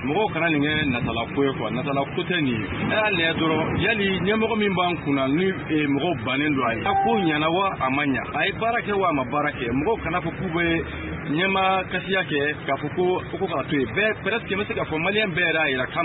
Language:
Bambara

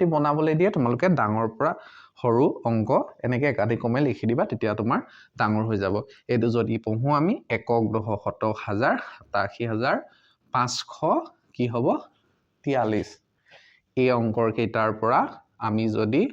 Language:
Assamese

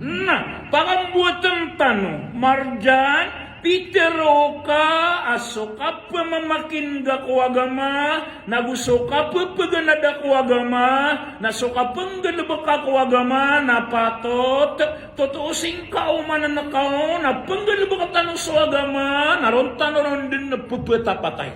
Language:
Maranao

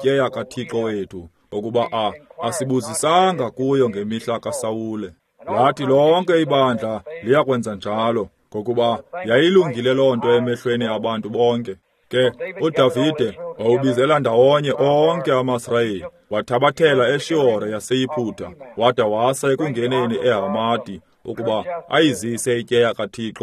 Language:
Xhosa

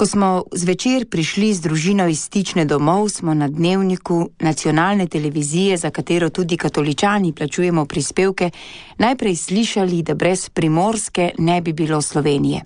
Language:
Slovenian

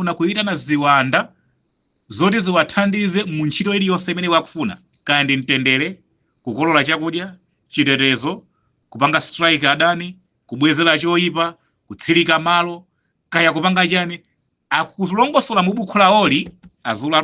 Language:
Nyanja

